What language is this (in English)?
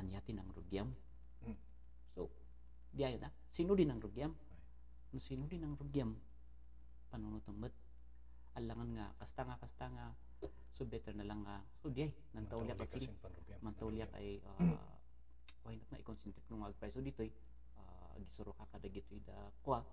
Kankanaey